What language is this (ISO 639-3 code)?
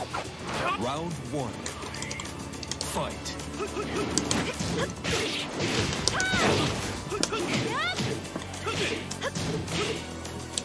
kor